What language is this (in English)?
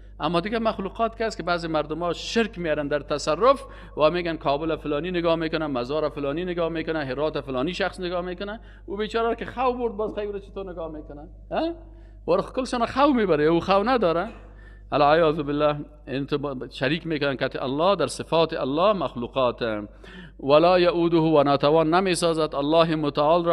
Persian